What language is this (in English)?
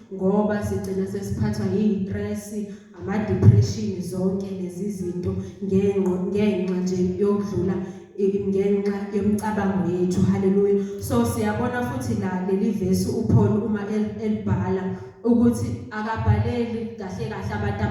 Zulu